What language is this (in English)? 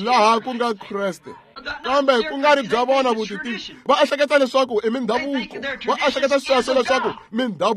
Tsonga